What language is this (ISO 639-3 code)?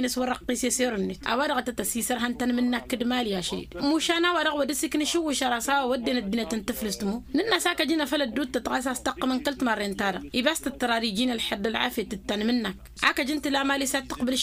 taq